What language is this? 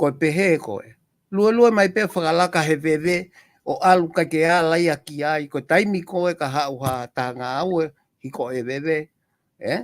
Tongan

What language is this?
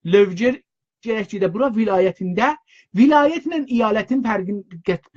South Azerbaijani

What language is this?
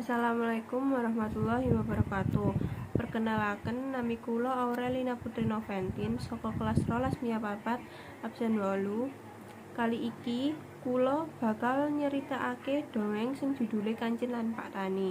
Javanese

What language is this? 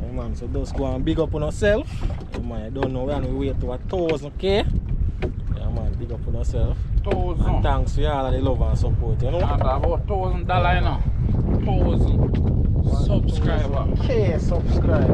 Jamaican Creole English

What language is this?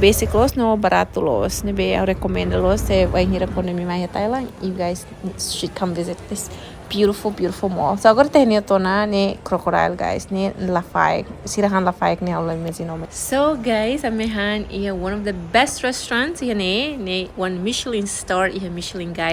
Tetum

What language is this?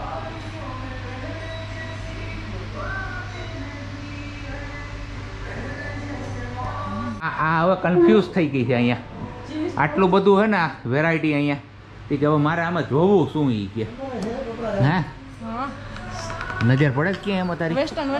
Gujarati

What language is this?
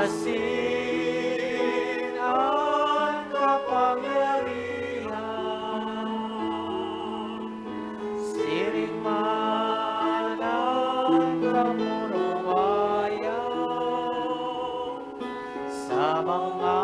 Bikol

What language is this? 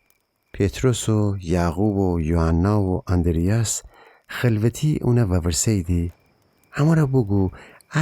Gilaki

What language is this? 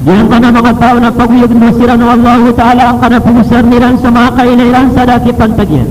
Maranao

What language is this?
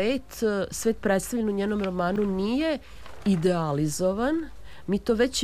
Serbian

